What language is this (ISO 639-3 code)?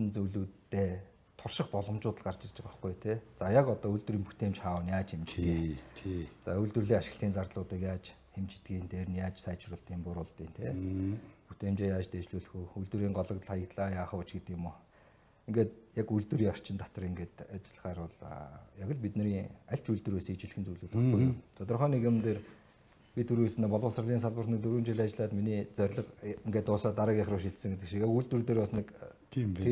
mon